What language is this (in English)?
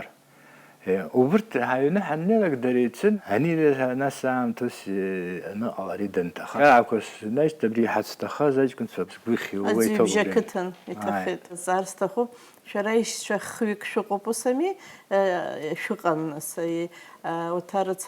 Abkhazian